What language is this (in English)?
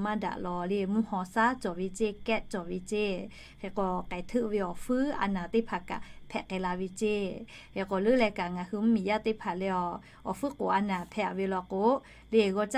Lahu